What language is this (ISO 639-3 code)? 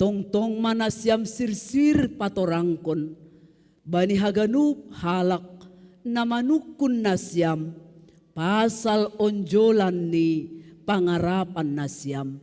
bts